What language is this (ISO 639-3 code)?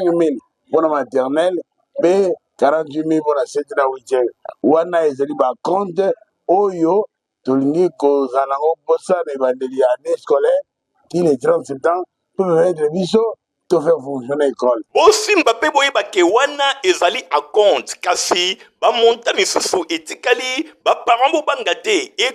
lin